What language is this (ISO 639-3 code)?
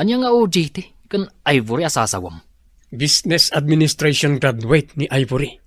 ilo